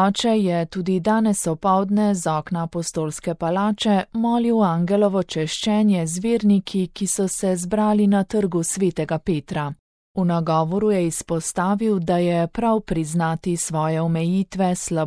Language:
Slovenian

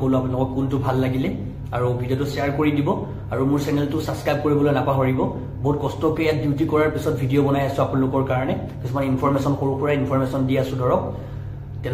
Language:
Assamese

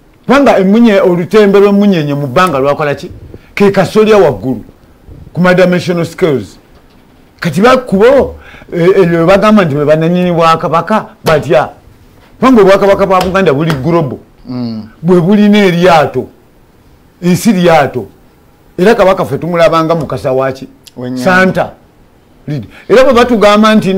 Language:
Ganda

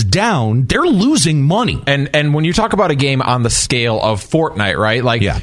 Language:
English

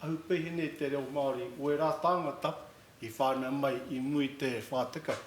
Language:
Māori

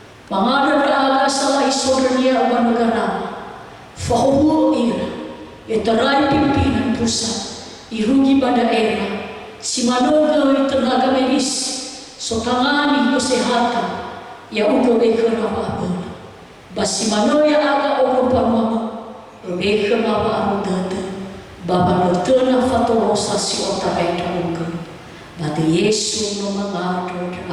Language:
Nias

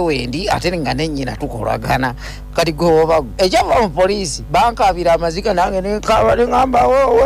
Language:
Ganda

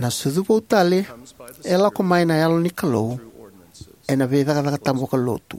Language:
Fijian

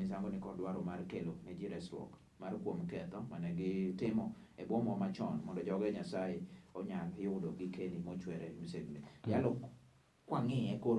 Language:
Luo (Kenya and Tanzania)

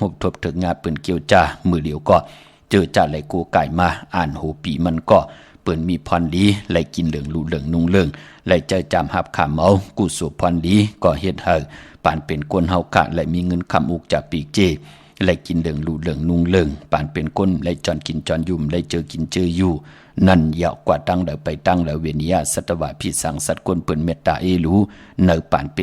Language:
Shan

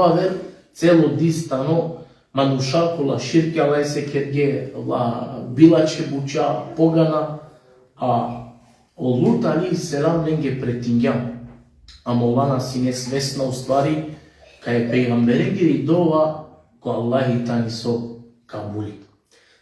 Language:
Balkan Romani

